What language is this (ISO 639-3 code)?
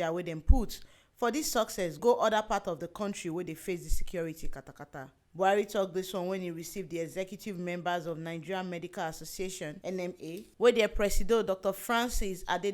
pcm